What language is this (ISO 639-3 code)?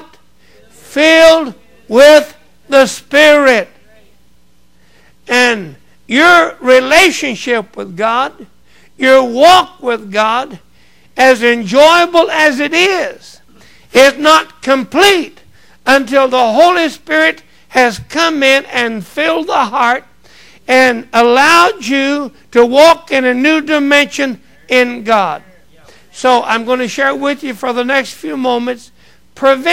eng